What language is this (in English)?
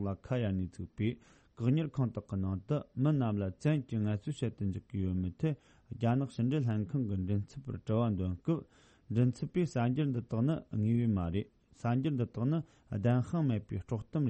Tibetan